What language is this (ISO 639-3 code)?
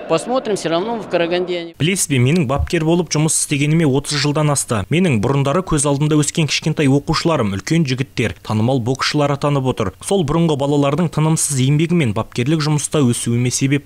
kaz